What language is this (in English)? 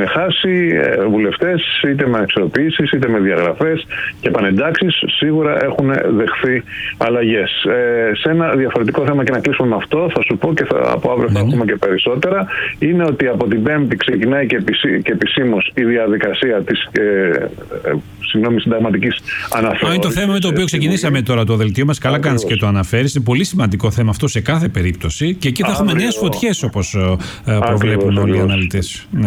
Greek